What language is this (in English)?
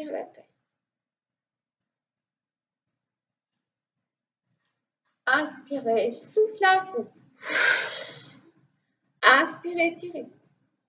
French